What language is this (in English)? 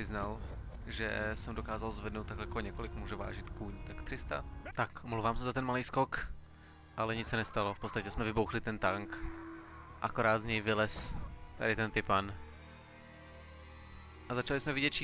Czech